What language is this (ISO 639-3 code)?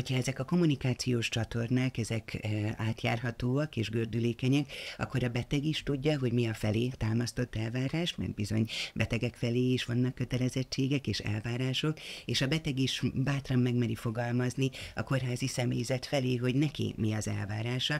hun